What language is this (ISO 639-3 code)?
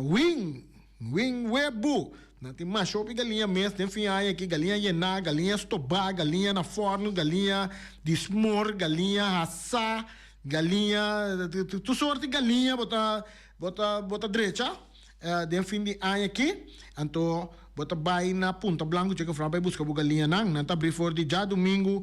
pap